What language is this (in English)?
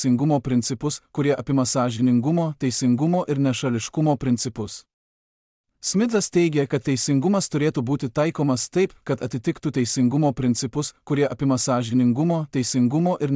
Lithuanian